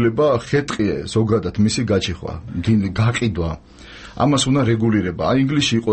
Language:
Georgian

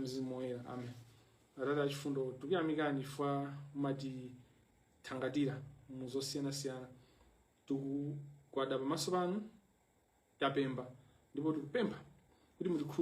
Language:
Nyanja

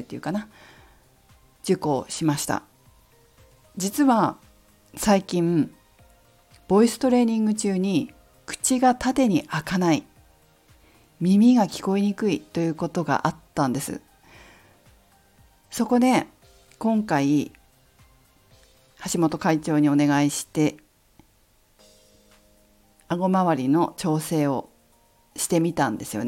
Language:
Japanese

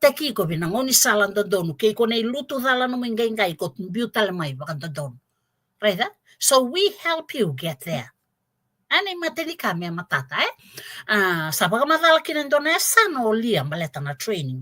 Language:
Fijian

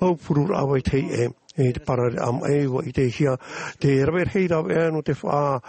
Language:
Tahitian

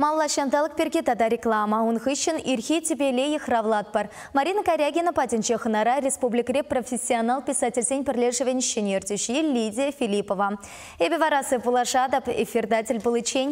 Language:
Chuvash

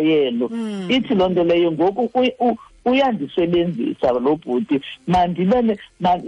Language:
Xhosa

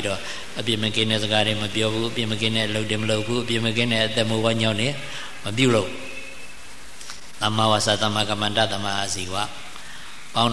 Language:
Burmese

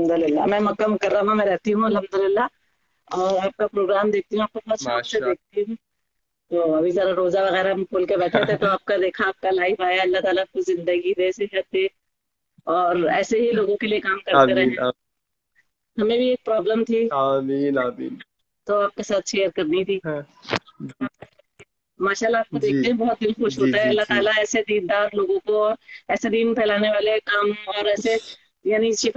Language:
Urdu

